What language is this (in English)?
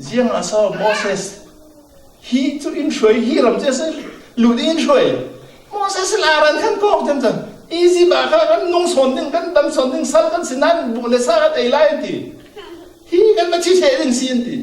Falam Chin